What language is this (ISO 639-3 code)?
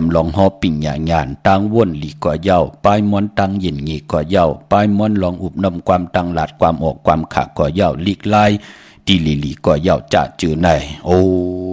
shn